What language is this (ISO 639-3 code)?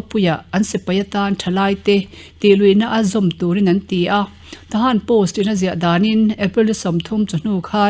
lus